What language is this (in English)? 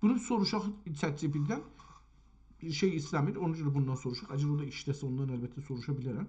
South Azerbaijani